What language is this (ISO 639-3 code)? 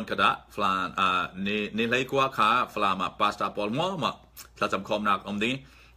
cfm